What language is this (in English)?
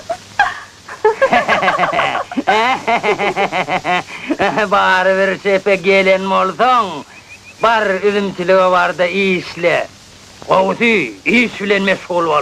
Turkmen